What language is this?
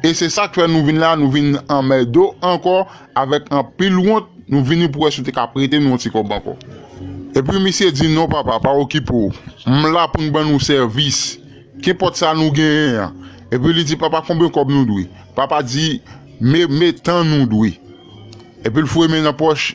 Haitian Creole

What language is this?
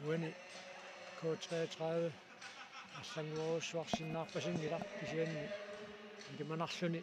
Kalaallisut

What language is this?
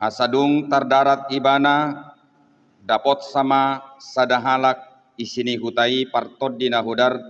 Batak Toba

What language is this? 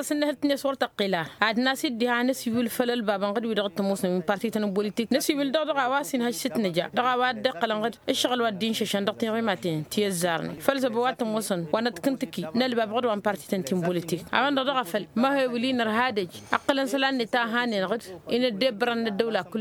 Tamasheq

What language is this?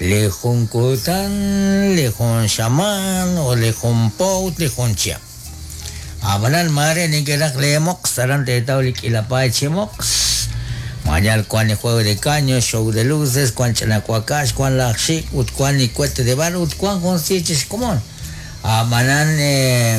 Kekchí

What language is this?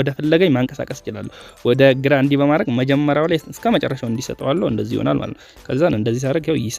Amharic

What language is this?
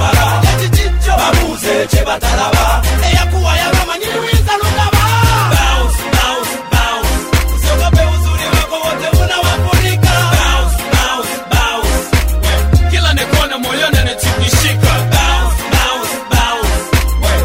Swahili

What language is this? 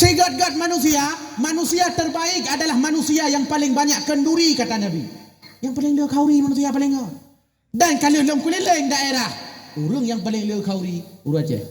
Achinese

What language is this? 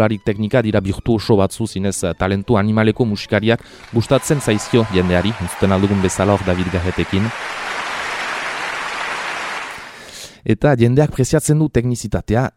Basque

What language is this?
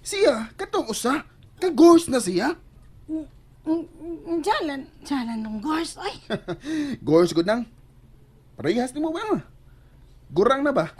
Cebuano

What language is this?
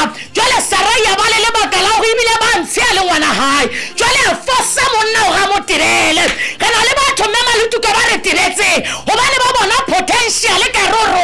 Southern Sotho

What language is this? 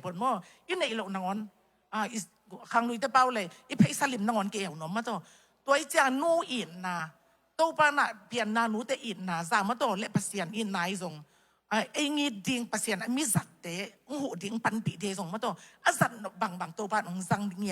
Tedim Chin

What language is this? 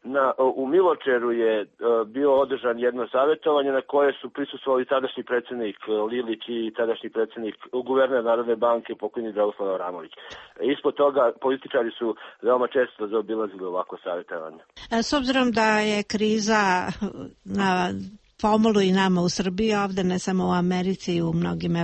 Serbian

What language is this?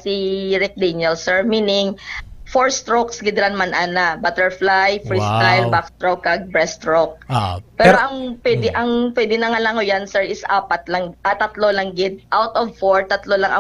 Hiligaynon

